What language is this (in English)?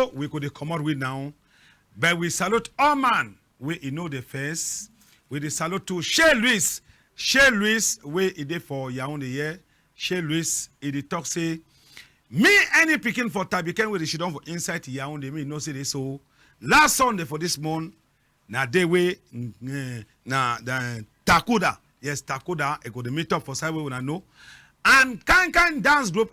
Cameroon Pidgin